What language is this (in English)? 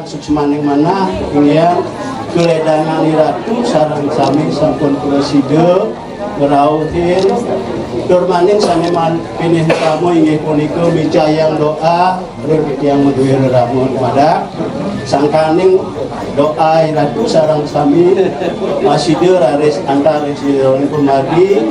Balinese